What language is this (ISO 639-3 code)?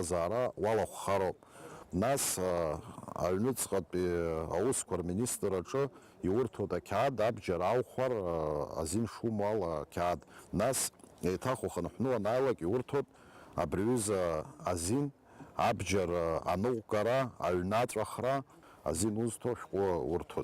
abk